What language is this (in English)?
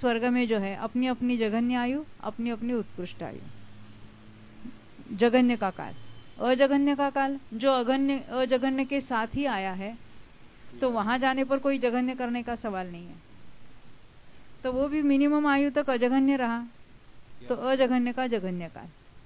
Hindi